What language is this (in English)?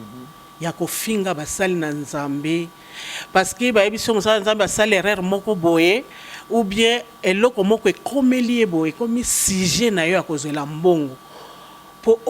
Lingala